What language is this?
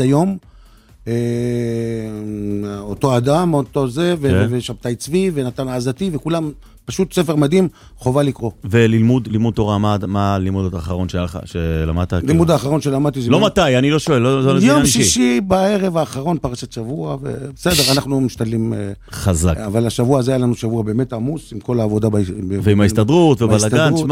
Hebrew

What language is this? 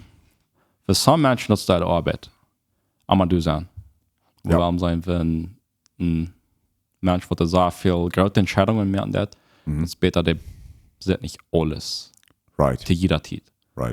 Plautdietsch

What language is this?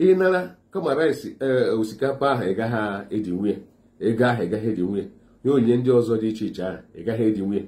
Igbo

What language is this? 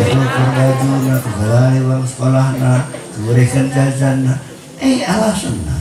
Batak Karo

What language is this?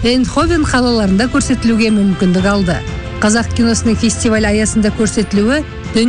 Kazakh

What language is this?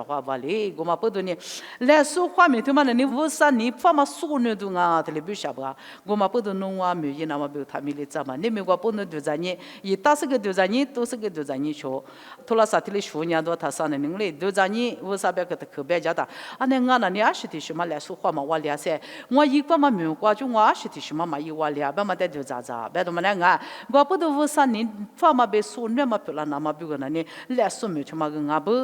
Lisu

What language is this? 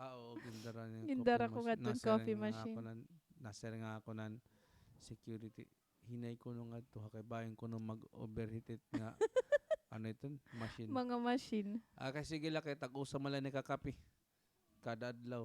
Waray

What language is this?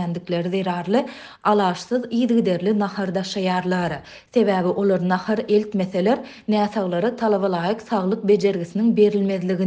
Turkmen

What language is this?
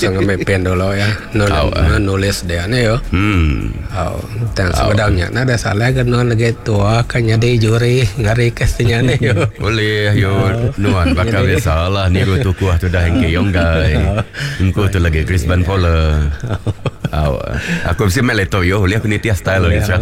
Iban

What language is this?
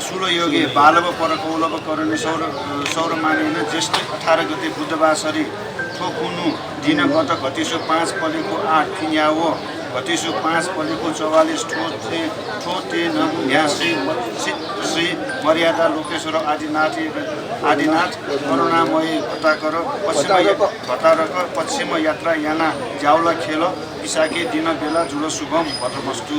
Newari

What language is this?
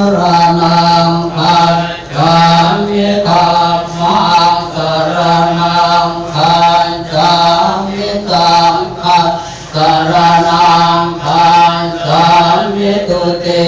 Pali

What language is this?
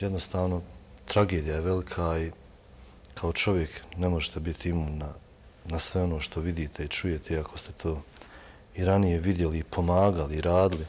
Bosnian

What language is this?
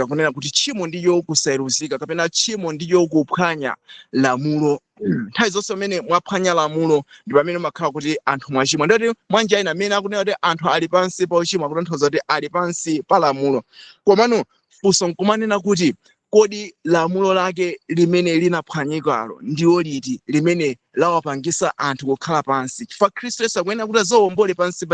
Nyanja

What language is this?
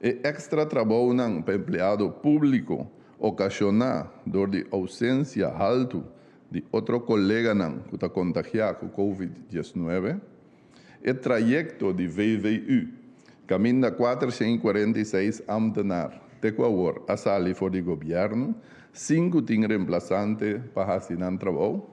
Papiamento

